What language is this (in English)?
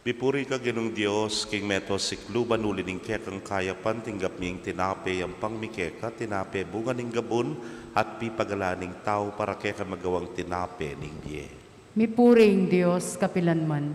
Pampanga